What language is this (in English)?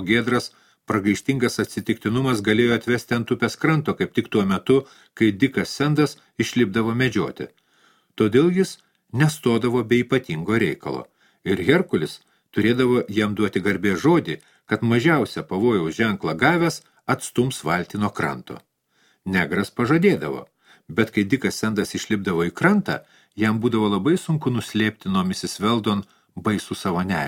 Lithuanian